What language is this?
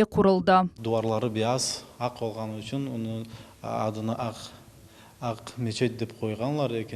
Crimean Tatar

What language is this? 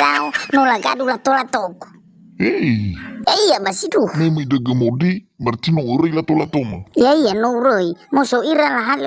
Nias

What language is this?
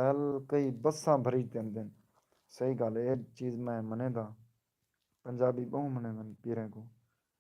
Saraiki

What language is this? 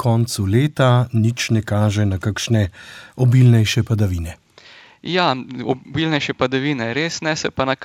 Slovenian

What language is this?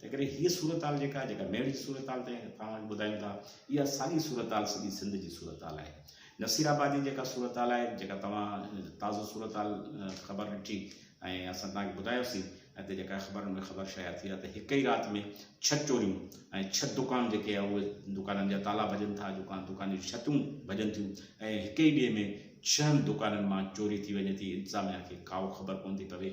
Sindhi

